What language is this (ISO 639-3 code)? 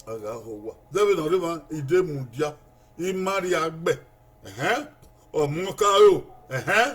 bin